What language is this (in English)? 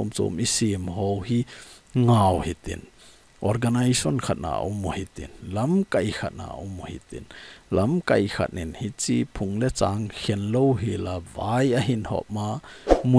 Thado Chin